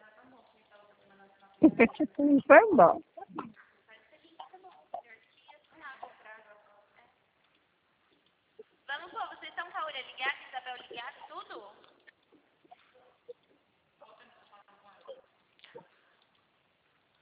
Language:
Portuguese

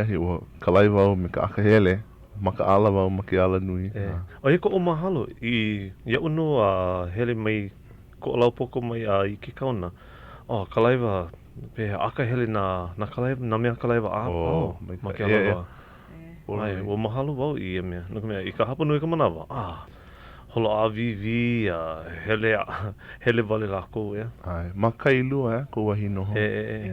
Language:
Hawaiian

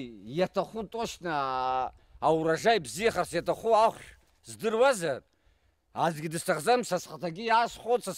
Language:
Abkhazian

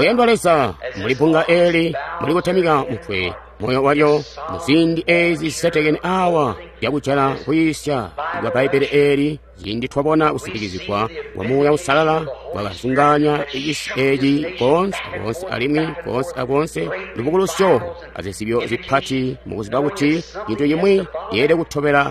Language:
Tonga (Zambia)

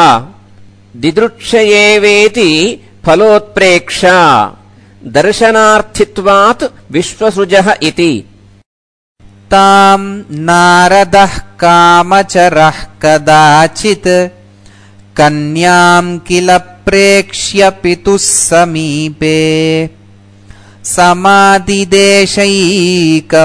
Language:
Sanskrit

